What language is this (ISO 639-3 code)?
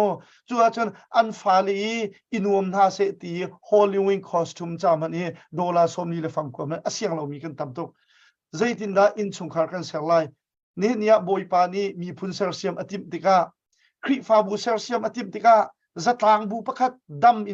cnh